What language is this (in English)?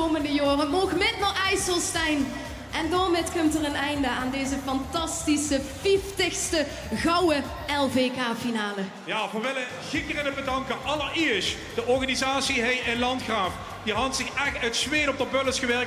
Limburgish